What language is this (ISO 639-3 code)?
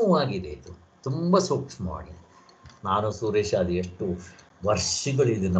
kan